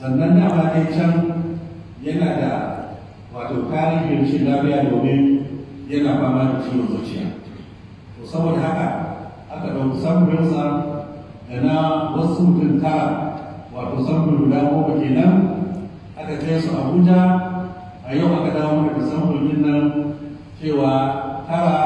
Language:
Hausa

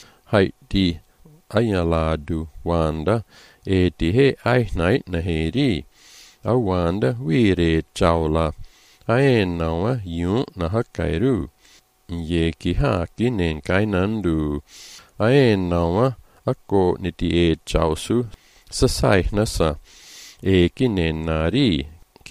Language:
Malagasy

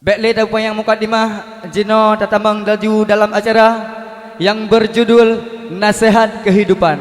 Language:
Achinese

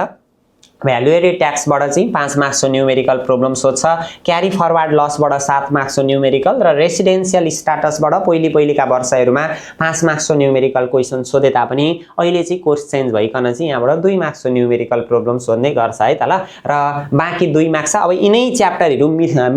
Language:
Nepali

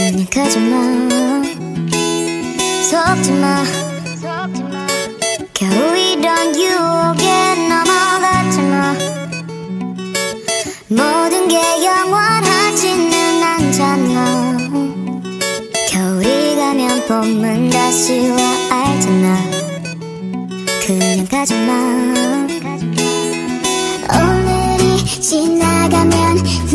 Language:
Korean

